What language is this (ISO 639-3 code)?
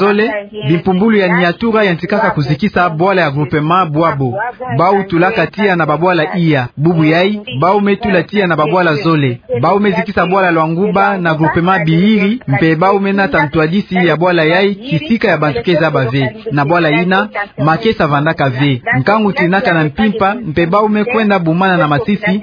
ktu